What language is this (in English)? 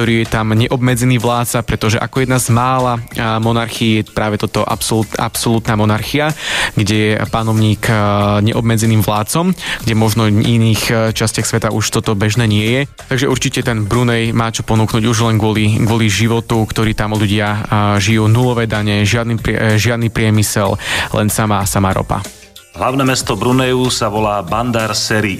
Slovak